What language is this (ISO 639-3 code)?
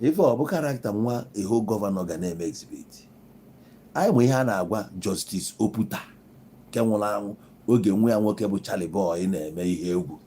ibo